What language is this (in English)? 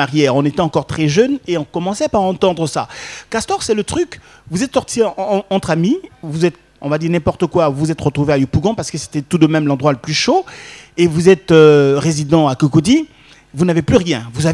French